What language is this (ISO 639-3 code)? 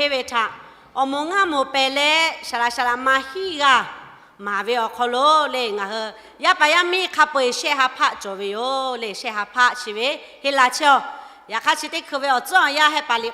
lhu